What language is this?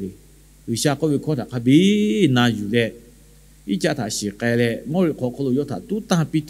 Lahu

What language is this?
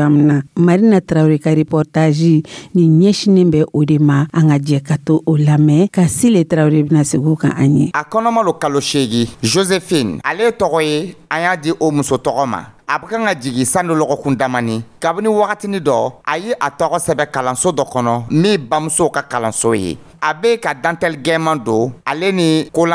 Dyula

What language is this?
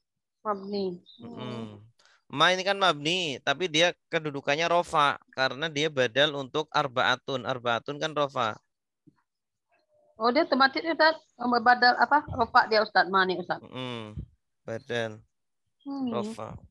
Indonesian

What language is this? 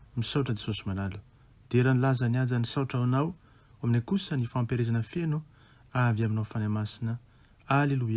Malagasy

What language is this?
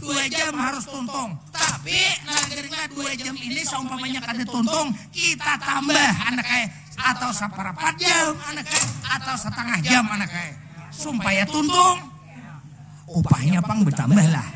Banjar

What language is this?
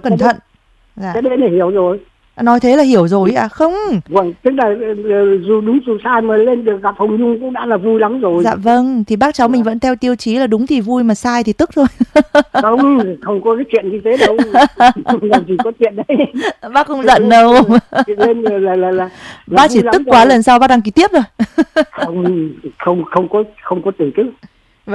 Vietnamese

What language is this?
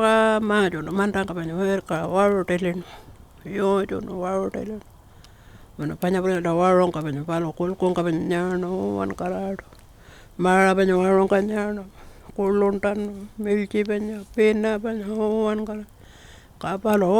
Pitjantjatjara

